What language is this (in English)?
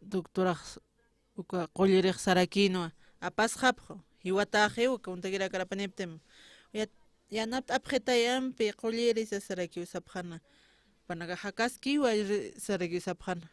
Aymara